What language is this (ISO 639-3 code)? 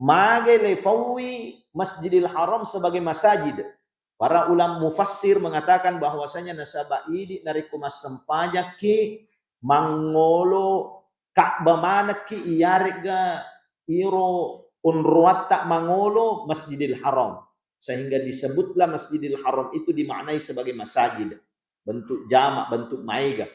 bug